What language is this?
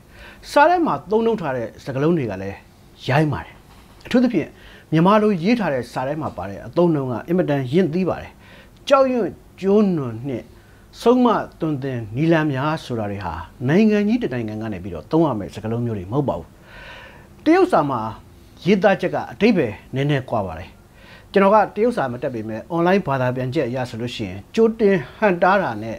Burmese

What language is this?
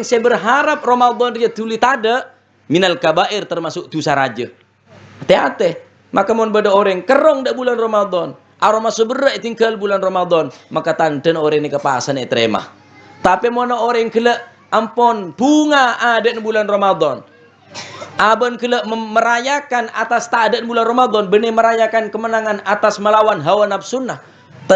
Madurese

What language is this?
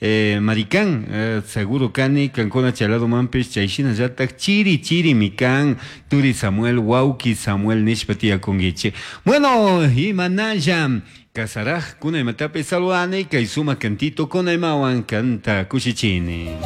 Chimborazo Highland Quichua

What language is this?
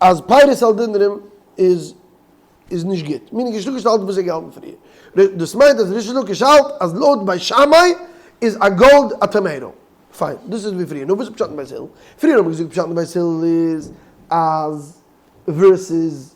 Yiddish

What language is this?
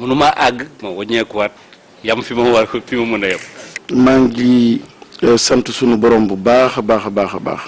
Wolof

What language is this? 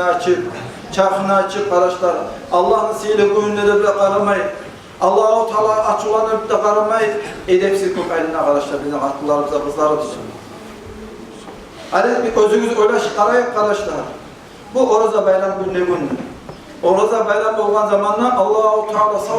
Kumyk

